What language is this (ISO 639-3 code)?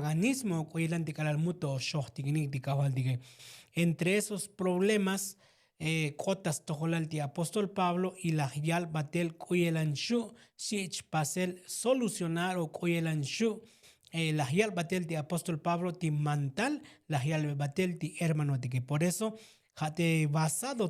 tzo